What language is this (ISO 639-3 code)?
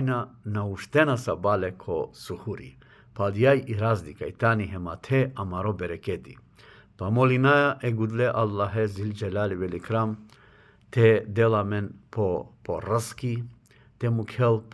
mkd